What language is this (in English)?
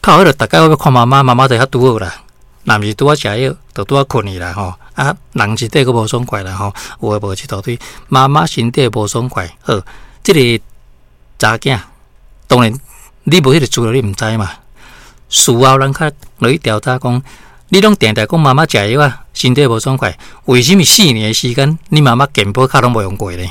Min Nan Chinese